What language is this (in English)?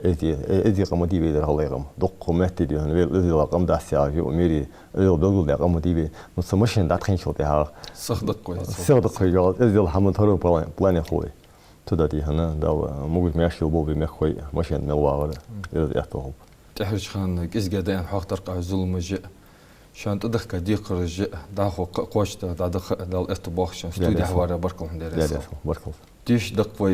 Ingush